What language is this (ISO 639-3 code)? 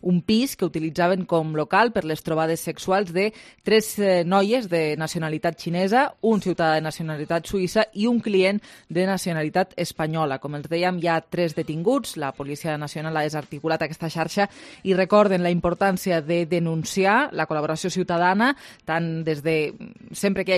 cat